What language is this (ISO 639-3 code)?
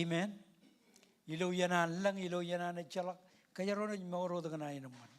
mah